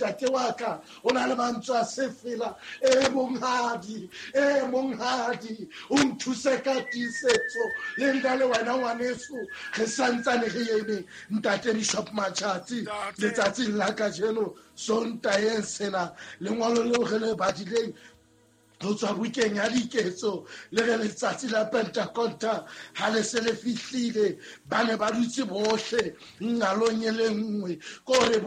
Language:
Southern Sotho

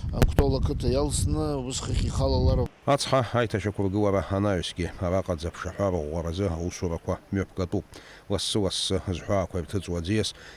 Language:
Abkhazian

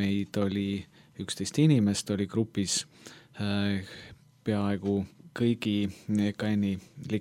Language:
Estonian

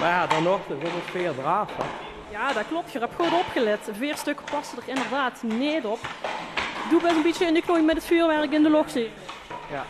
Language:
Limburgish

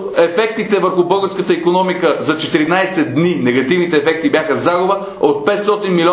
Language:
Bulgarian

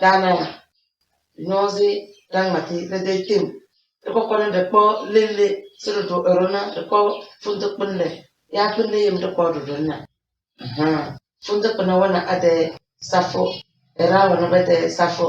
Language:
Tem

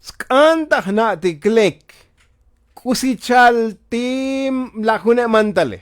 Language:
Tzotzil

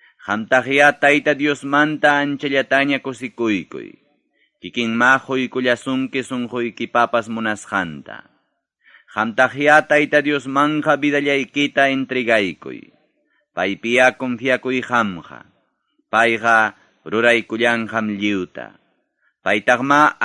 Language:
Ayacucho Quechua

